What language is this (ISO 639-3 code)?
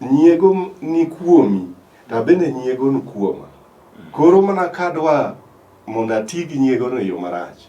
luo